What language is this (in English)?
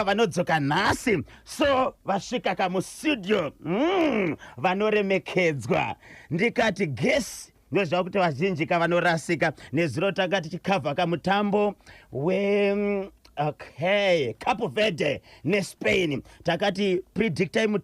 Shona